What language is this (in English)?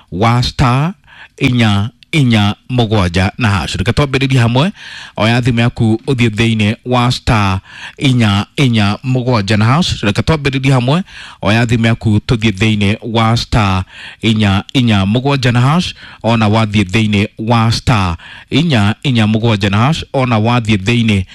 Kikuyu